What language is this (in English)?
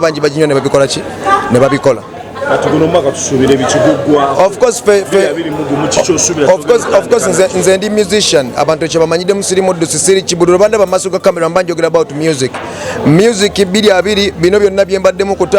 Ganda